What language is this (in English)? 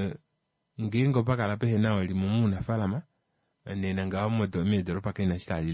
Kuanyama